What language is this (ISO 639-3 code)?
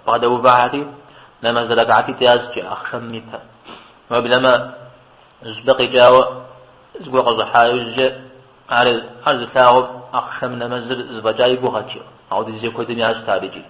kbd